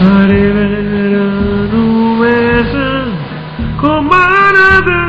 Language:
Neapolitan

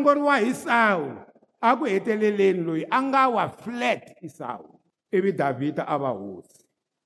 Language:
Tsonga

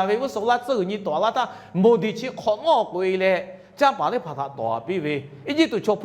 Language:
Lahu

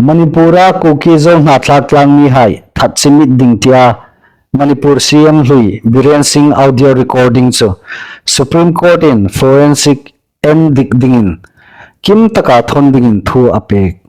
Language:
Hmar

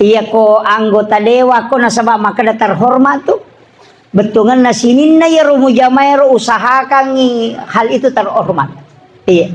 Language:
Buginese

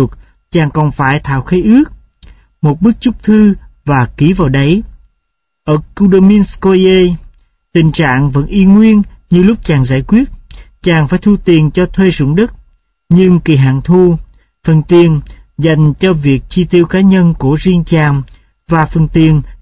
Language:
Vietnamese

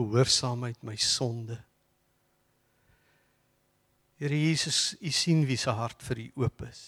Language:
Afrikaans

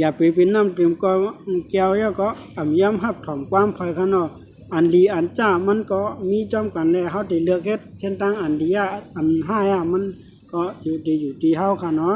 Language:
Shan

